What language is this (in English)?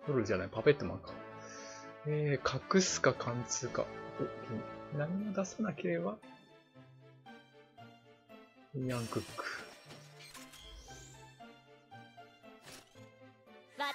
Japanese